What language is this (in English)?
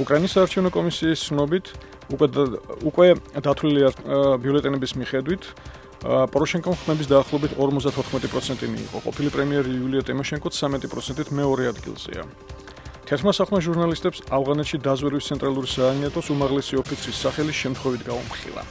Georgian